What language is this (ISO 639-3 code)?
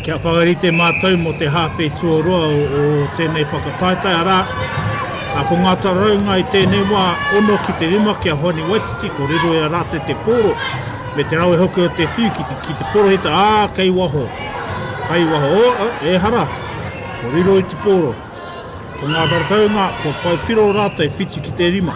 mri